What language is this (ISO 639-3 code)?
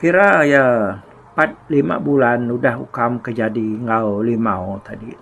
iba